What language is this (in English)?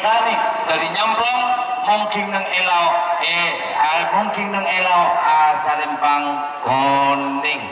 Madurese